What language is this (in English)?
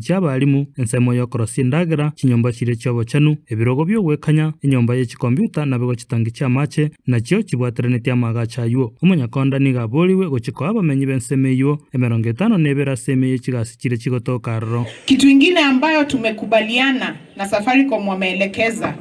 Gusii